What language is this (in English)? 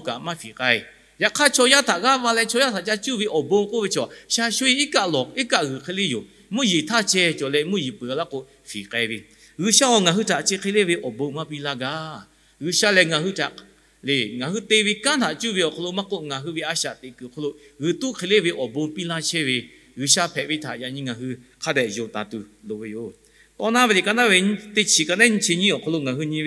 Lahu